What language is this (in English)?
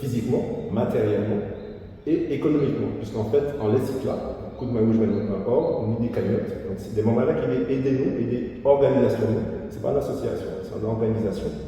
Guadeloupean Creole French